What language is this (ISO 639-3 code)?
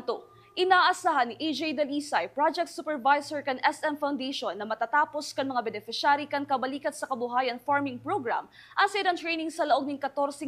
bik